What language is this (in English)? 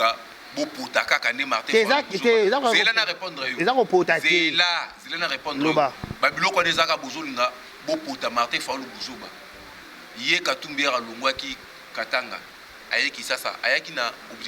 Lingala